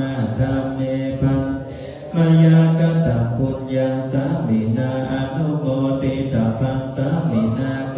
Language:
Pali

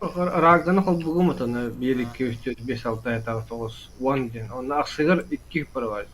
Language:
Yakut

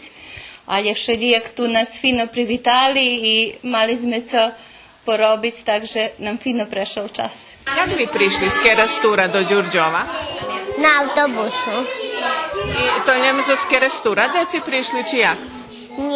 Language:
Rusyn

